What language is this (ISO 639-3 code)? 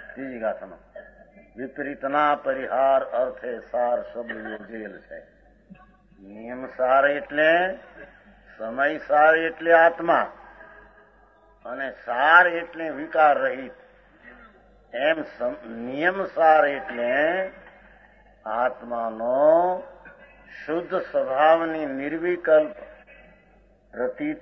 guj